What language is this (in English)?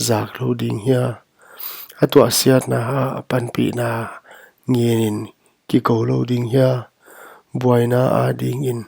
Paite Chin